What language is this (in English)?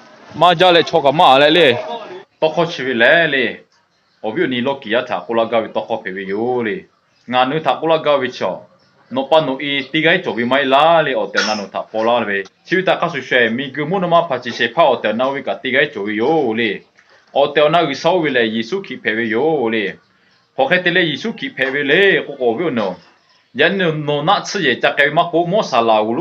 Lahu